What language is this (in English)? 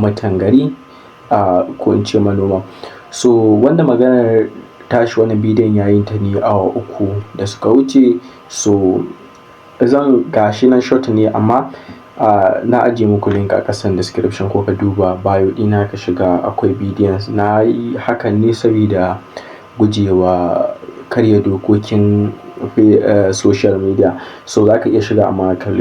Hausa